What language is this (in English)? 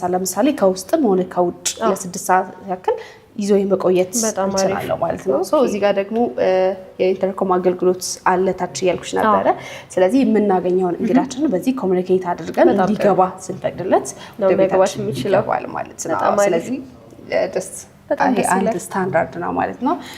Amharic